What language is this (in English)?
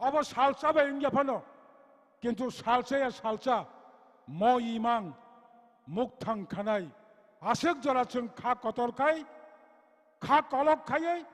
Kok Borok